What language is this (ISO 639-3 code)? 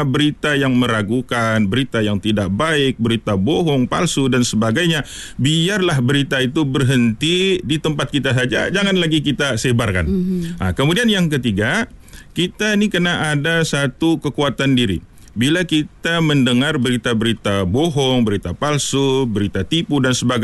msa